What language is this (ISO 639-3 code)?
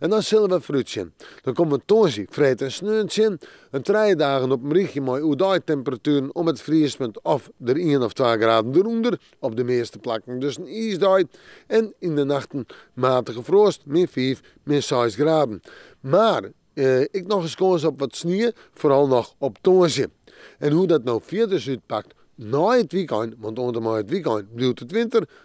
fry